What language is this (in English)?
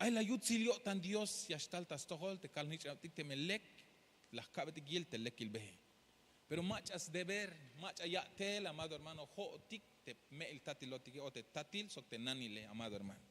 Tzeltal